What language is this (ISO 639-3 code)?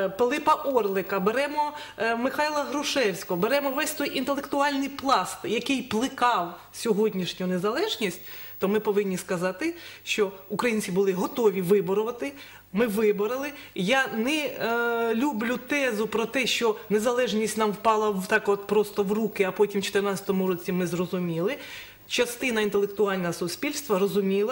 ukr